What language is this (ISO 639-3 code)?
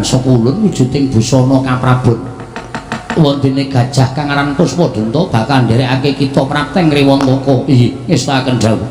jav